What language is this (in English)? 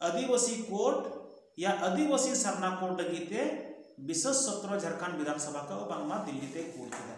Santali